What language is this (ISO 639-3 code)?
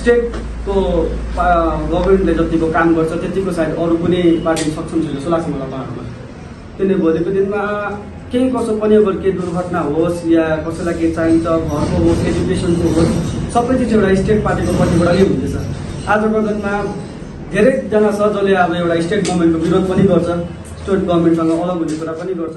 nep